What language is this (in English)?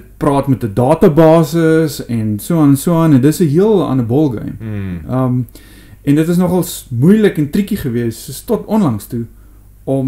Afrikaans